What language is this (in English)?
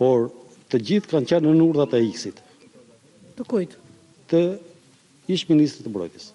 Albanian